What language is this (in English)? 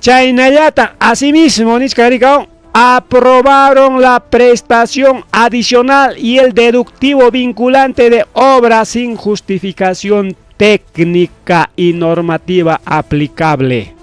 Ayacucho Quechua